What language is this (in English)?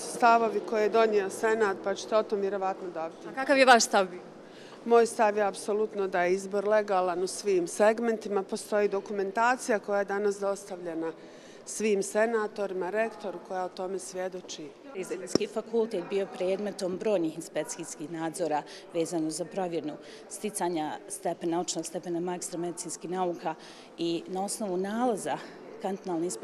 Bosnian